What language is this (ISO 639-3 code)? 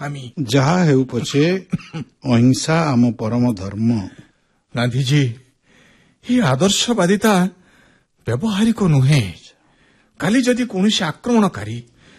ori